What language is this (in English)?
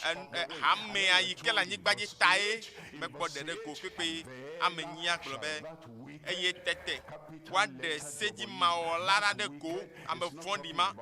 Ewe